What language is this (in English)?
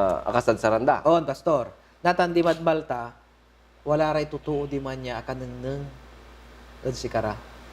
Pangasinan